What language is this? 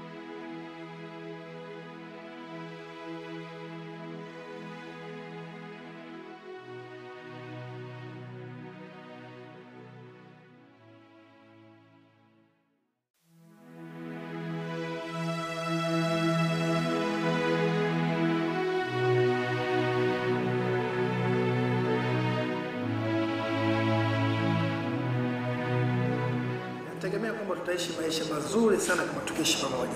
Swahili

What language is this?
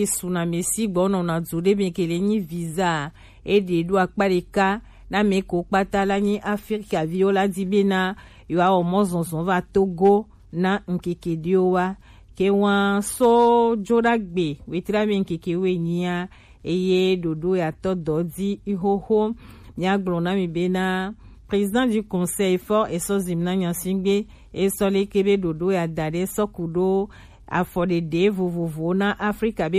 Gen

